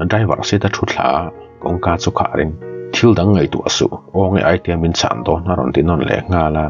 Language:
Mizo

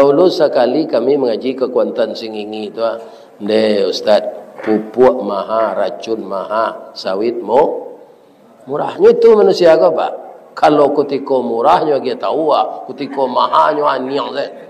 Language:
Minangkabau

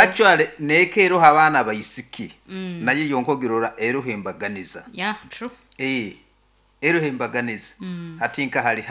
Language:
Nyoro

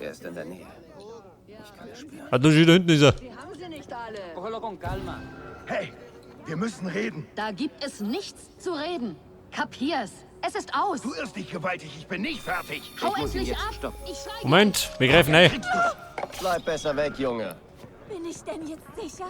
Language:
Bavarian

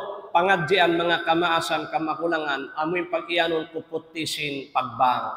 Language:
Tausug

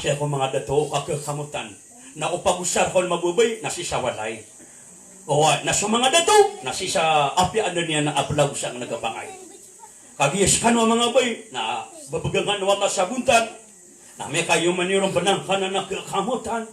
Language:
Maranao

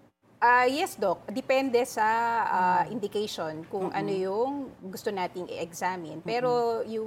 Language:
Filipino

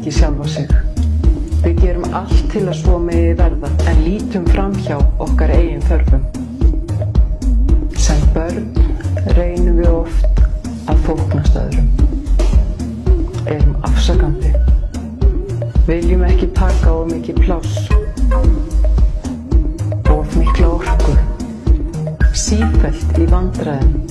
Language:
Icelandic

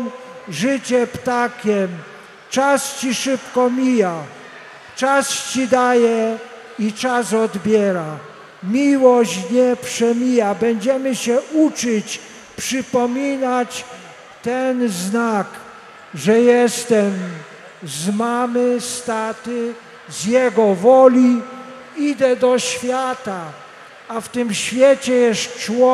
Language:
Polish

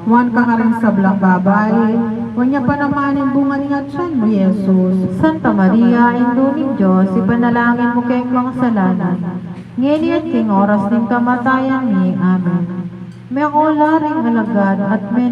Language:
Pampanga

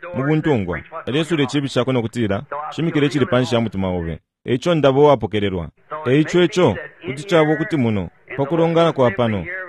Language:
Bemba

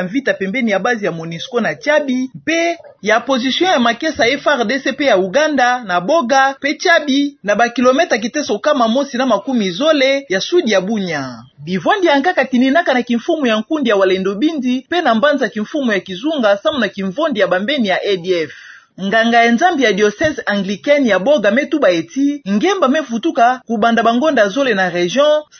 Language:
Kituba (Democratic Republic of Congo)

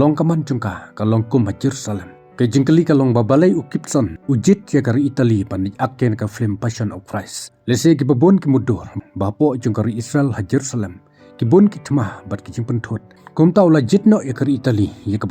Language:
Khasi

